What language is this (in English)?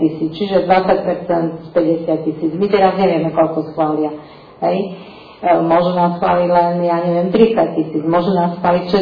Slovak